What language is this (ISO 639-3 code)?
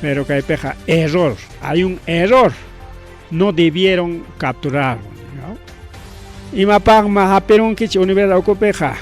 quy